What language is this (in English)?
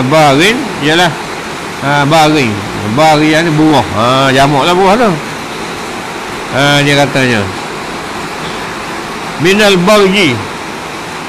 Malay